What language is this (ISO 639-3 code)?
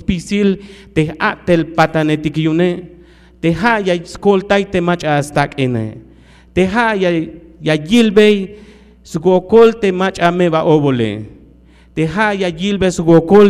tzh